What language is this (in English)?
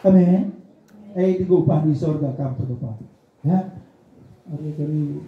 Batak Karo